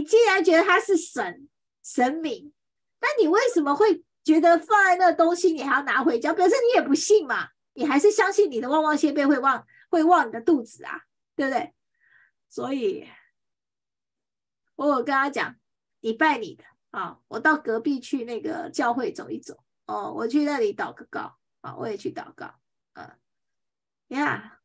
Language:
Chinese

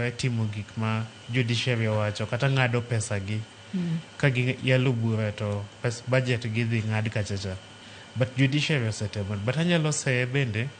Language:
Luo (Kenya and Tanzania)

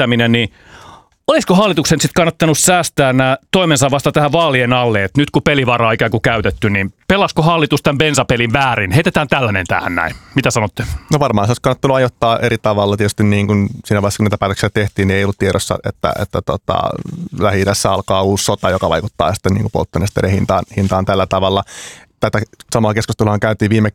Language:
Finnish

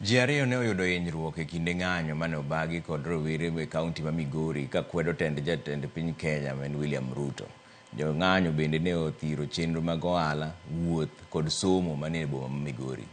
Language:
Luo (Kenya and Tanzania)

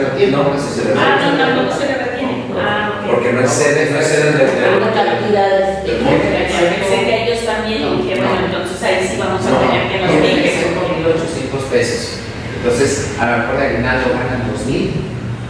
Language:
Spanish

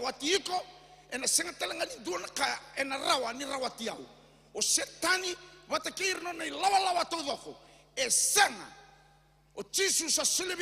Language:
Fijian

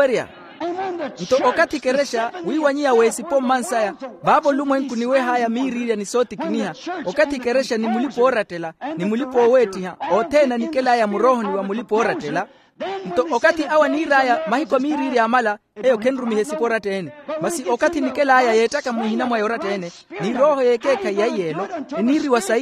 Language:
Makhuwa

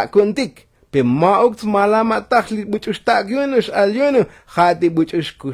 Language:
Tzotzil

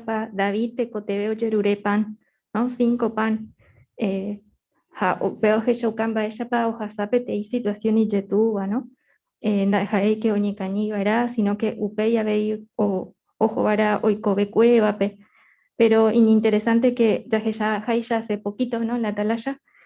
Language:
Guarani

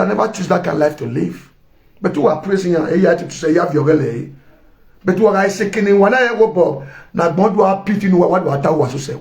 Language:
Nigerian Pidgin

